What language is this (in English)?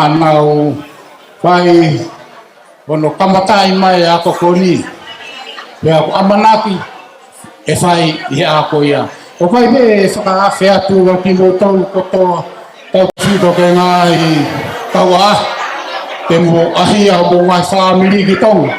Tongan